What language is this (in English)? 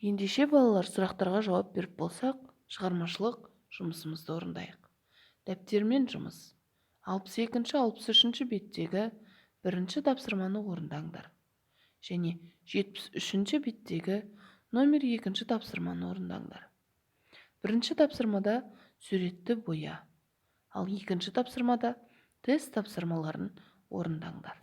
Kazakh